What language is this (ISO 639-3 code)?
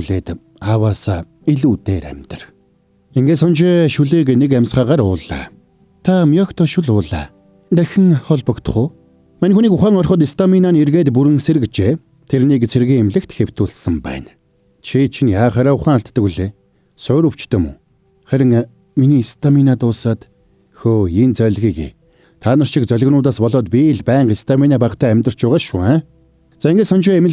mon